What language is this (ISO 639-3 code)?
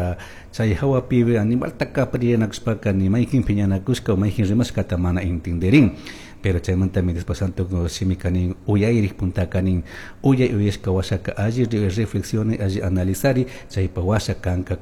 qug